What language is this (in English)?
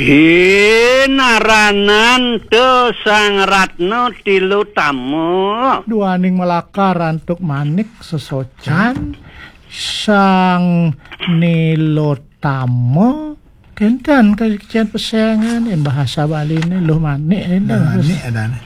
Balinese